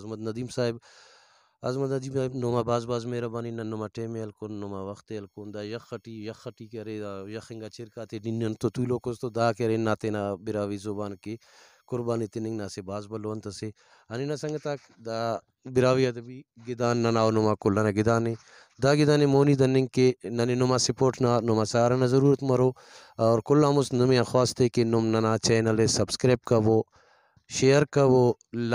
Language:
Brahui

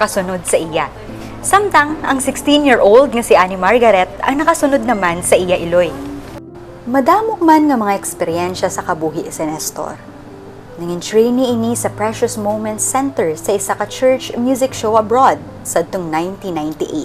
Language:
Hiligaynon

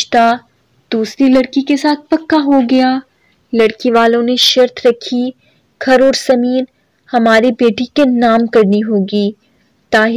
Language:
Urdu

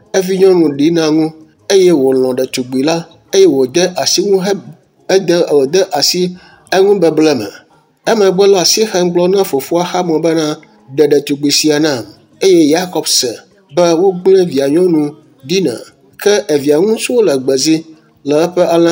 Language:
Ewe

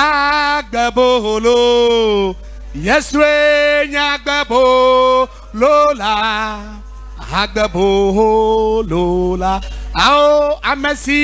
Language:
Ewe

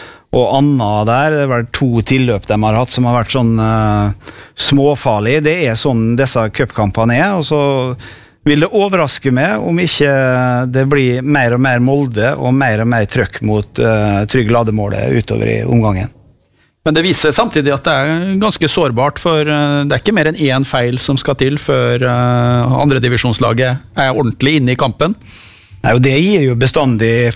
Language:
Norwegian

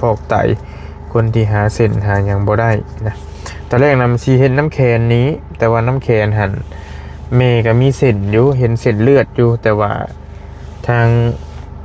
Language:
Lao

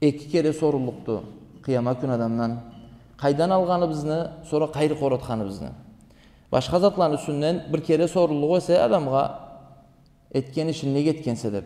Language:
Karachay-Balkar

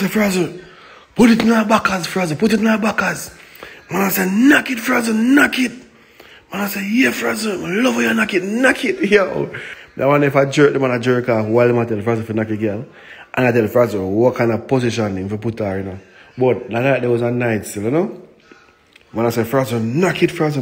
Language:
Jamaican Creole English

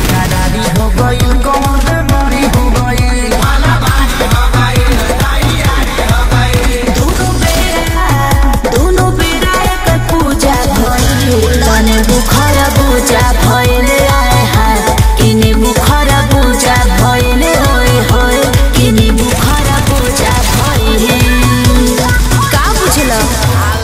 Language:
Bhojpuri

